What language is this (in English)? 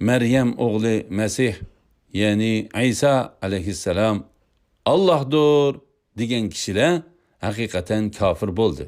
Uyghur